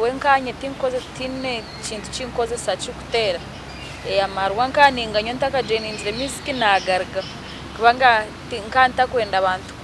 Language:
Nyankole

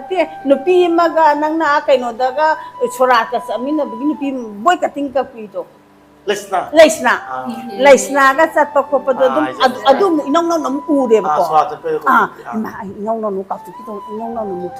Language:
Manipuri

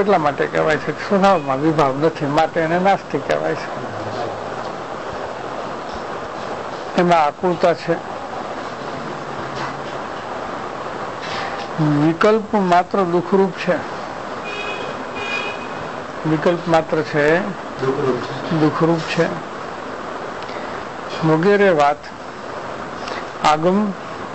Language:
Gujarati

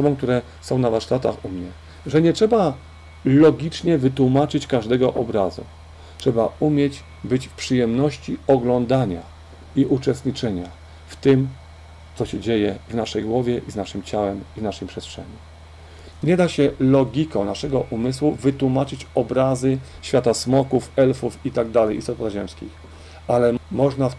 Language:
Polish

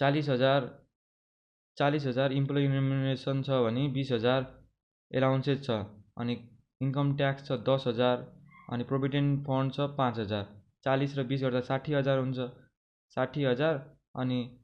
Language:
Nepali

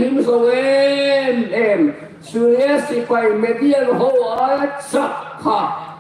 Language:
Hmar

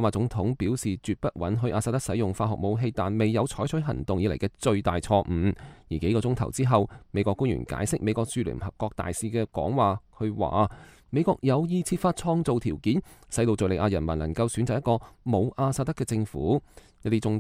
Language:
Cantonese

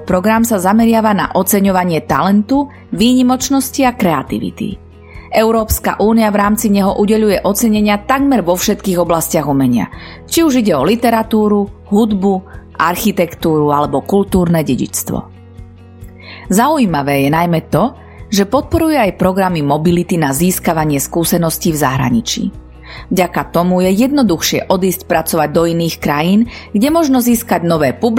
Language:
Slovak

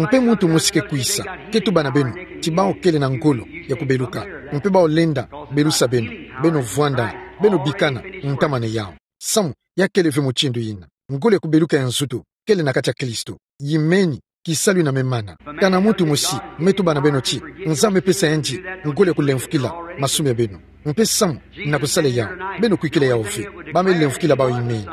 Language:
Kituba (Democratic Republic of Congo)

